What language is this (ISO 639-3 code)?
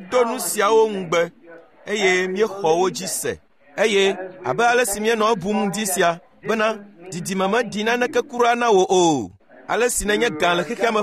ewe